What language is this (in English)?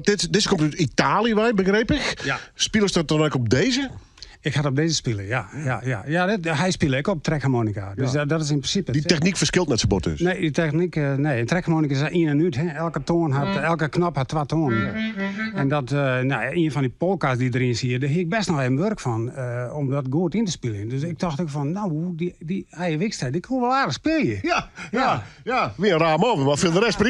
Western Frisian